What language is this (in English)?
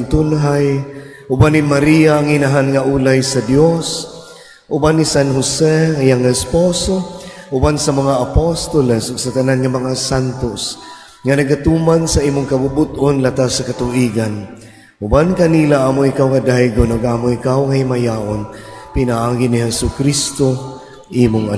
Cebuano